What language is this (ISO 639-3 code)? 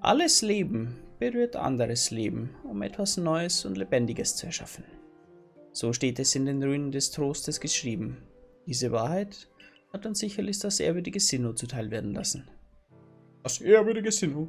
bar